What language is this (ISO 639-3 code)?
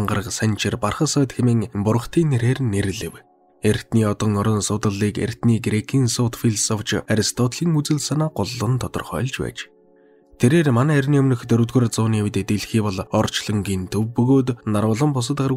mon